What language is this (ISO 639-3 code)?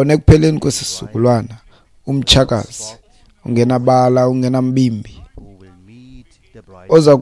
xho